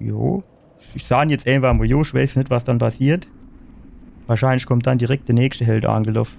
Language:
Palatine German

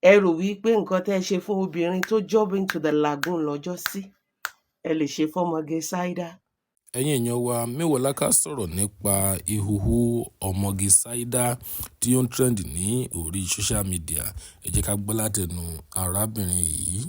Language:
Yoruba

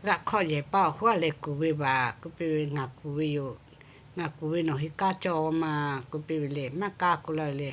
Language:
Lahu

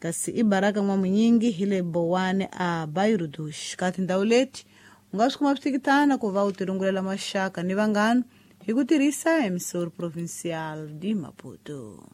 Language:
Tsonga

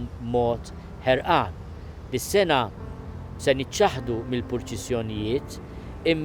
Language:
Maltese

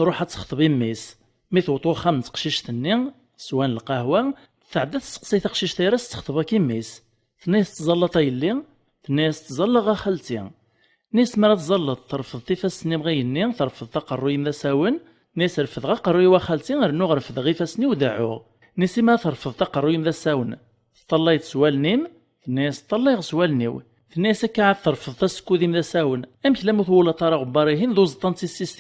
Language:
Kabyle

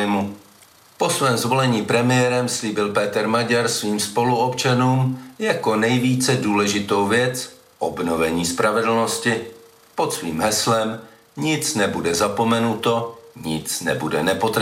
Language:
Czech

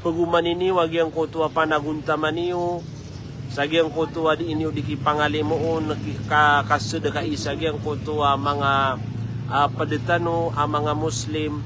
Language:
Maranao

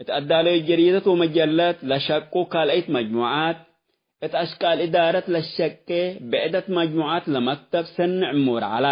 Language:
Tigre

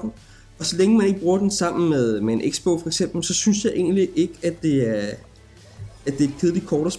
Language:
Danish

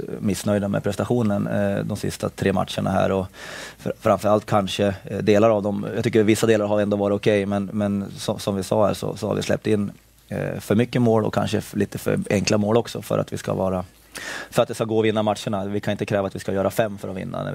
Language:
Swedish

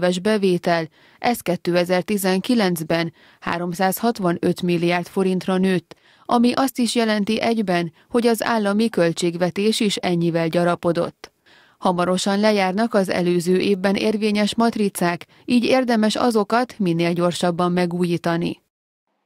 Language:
Hungarian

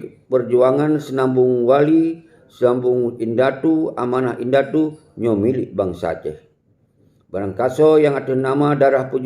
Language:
Achinese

